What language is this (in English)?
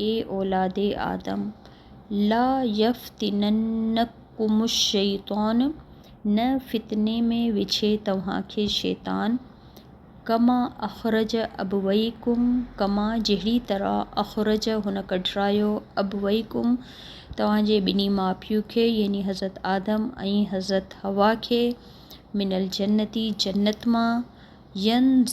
Sindhi